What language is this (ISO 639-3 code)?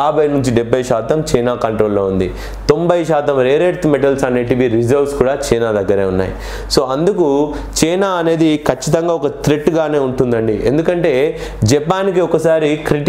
tel